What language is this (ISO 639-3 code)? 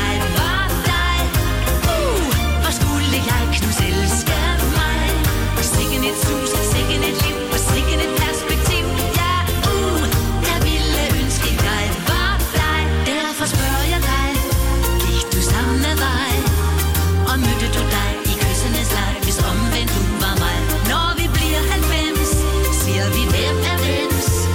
dan